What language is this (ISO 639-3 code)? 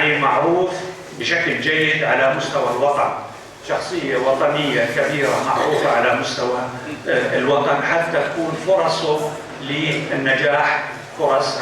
apc